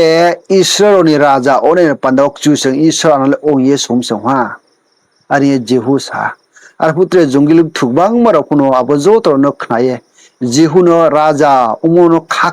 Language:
Riang (India)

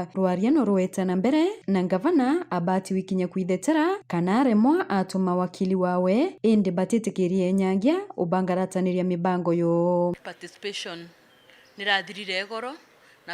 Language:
Meru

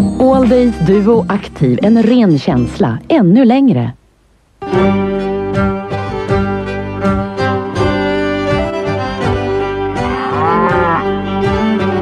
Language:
Swedish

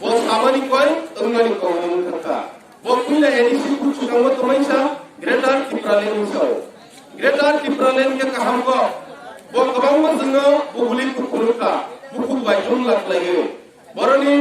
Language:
Kok Borok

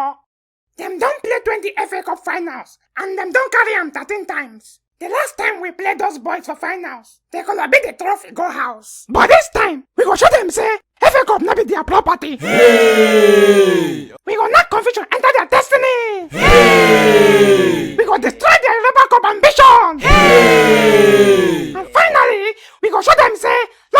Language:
Nigerian Pidgin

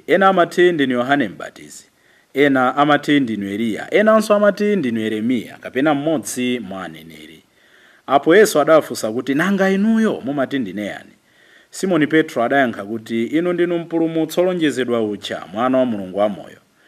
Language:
Nyanja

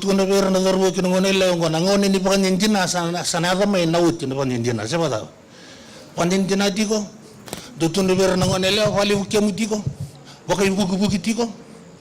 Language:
Fijian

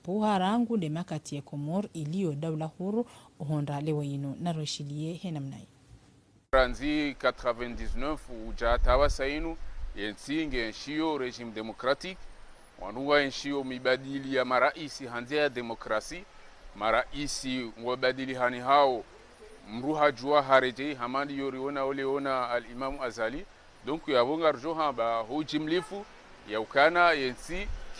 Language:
Ngazidja Comorian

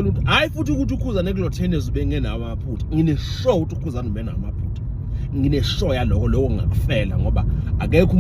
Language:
Zulu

